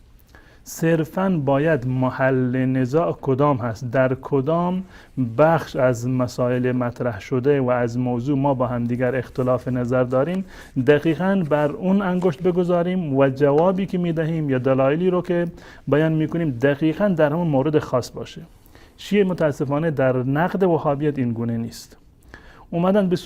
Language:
Persian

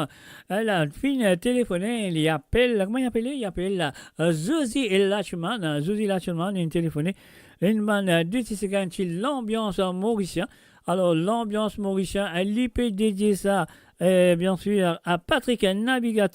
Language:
Morisyen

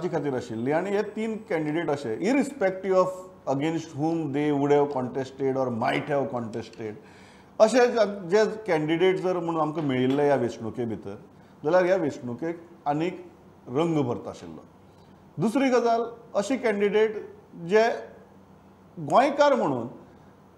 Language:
Konkani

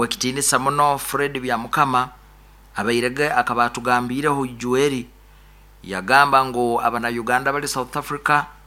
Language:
Nyankole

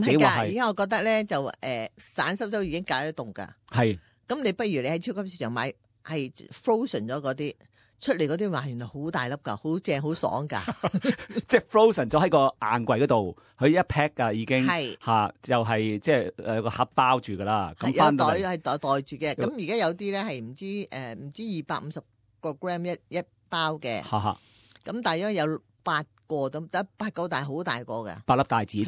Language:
Cantonese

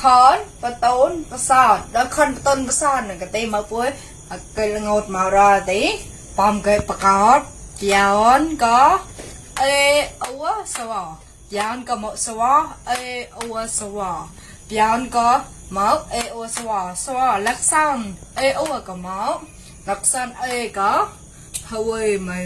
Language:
Mon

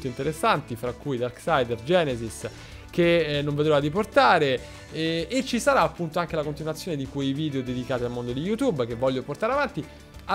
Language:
Italian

